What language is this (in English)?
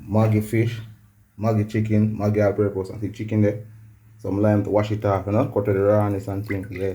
Jamaican Creole English